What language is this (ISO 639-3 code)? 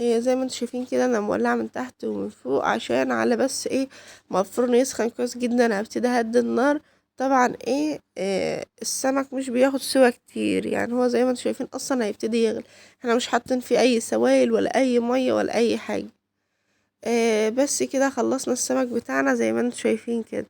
arz